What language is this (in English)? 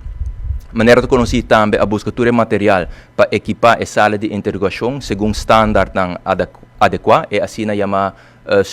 Papiamento